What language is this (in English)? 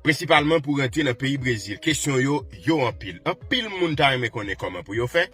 Haitian Creole